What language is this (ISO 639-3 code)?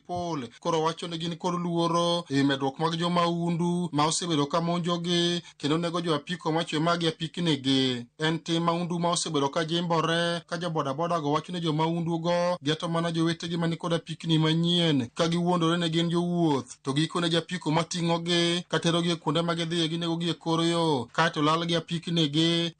luo